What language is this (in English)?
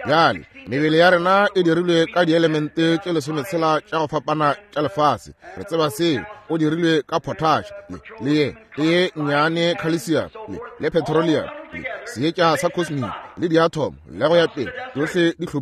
Northern Sotho